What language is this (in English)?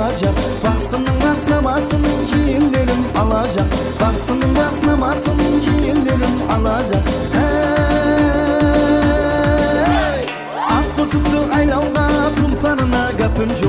Kara-Kalpak